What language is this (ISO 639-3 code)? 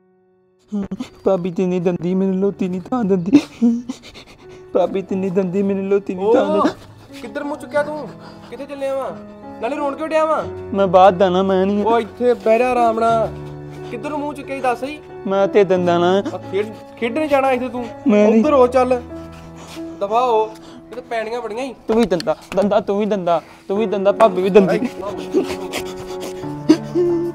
pan